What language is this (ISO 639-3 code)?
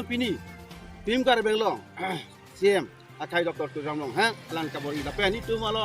mjw